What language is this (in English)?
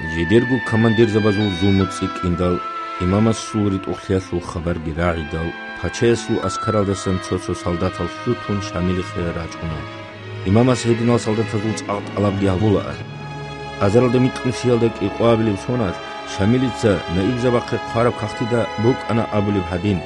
Avaric